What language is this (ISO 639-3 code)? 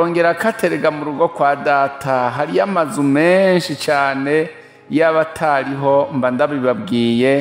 run